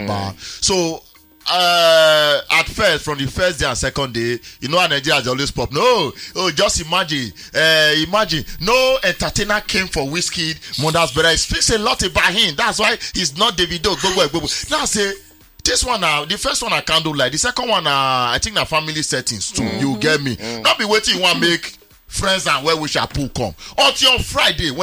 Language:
Nigerian Pidgin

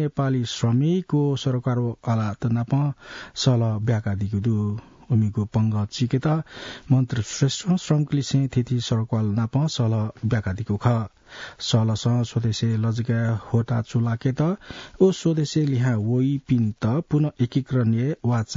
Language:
Newari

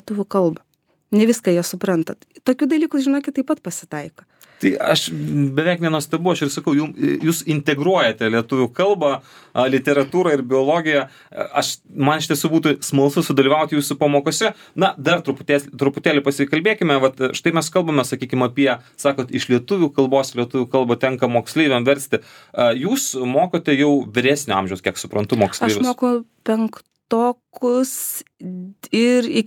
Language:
Lithuanian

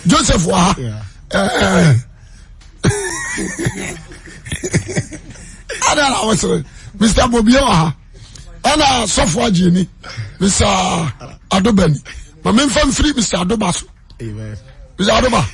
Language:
Akan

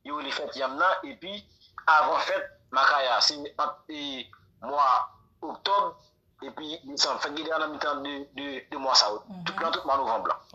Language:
Haitian Creole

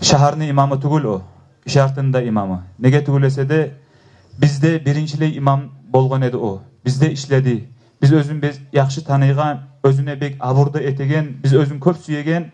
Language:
Kumyk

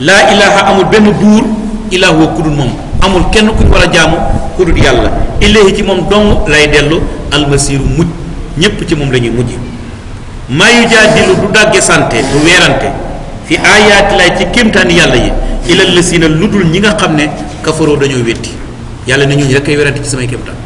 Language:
Wolof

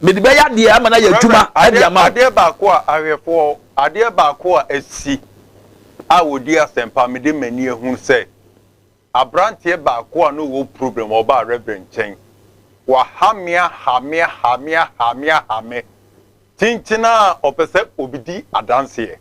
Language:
Akan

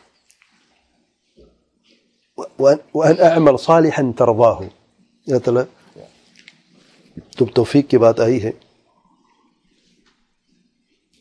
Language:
Urdu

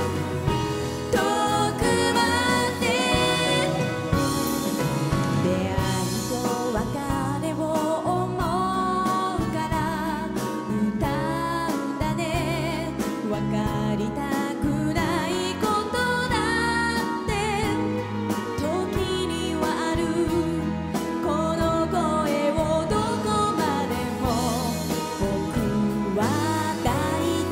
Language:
Japanese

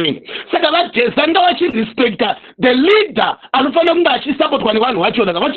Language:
Shona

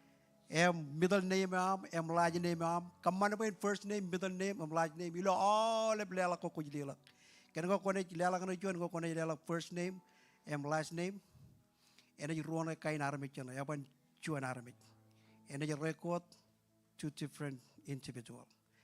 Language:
Marshallese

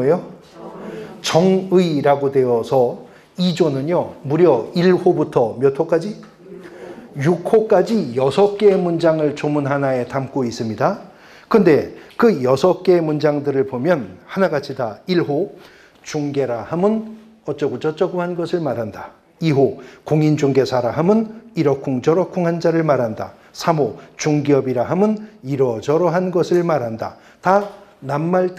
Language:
Korean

